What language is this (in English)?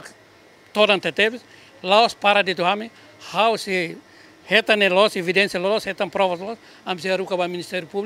Tetum